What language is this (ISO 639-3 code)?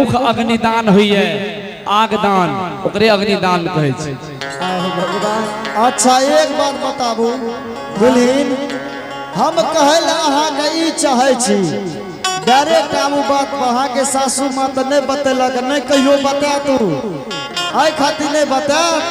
anp